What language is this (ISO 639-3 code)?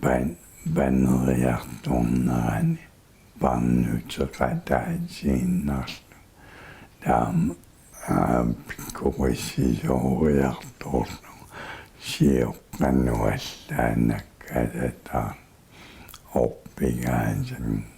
kal